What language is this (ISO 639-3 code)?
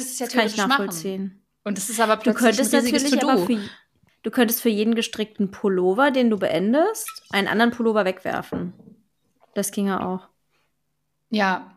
deu